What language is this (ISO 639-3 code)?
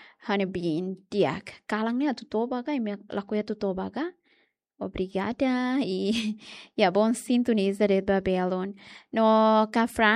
tet